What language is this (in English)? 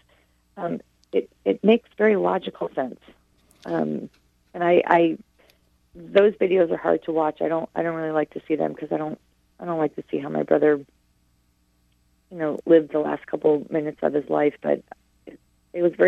English